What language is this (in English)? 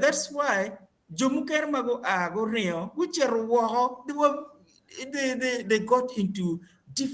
Acoli